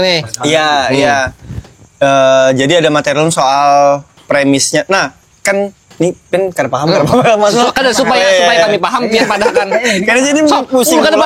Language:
Banjar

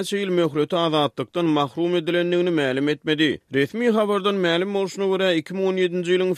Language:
Turkmen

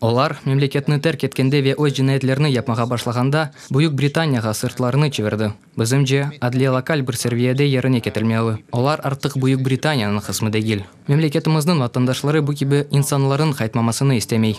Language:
Crimean Tatar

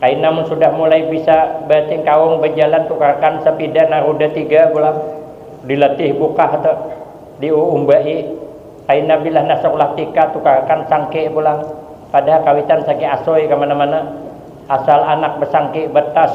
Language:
Banjar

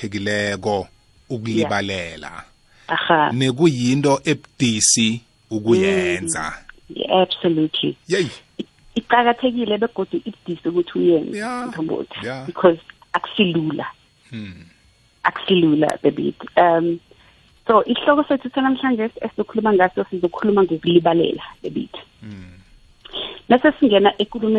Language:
South Ndebele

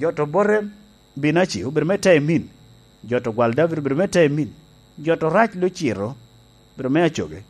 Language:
Lango (Uganda)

